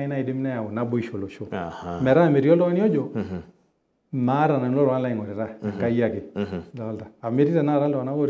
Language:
Masai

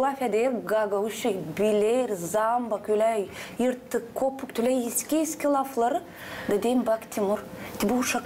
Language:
Gagauz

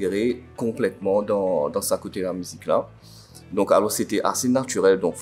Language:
Morisyen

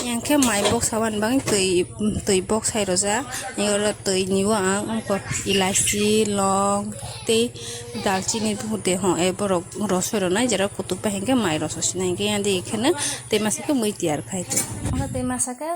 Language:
Kok Borok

